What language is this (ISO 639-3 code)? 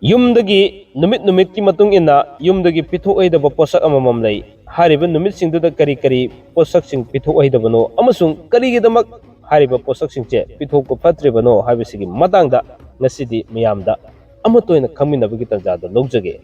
mni